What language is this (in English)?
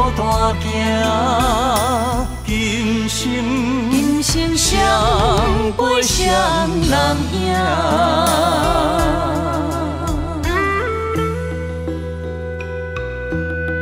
Min Nan Chinese